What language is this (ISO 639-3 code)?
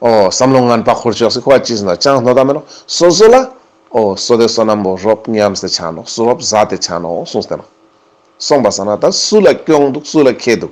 lbj